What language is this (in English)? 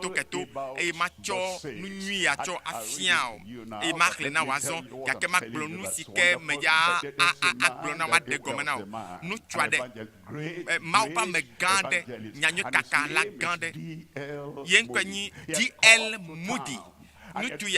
Ewe